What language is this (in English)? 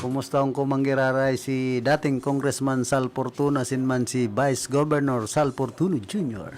Bikol